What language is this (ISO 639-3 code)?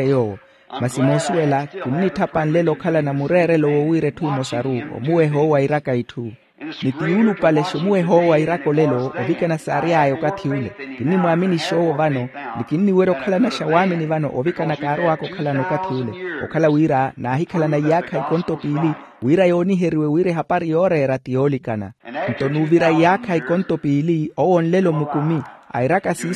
vmw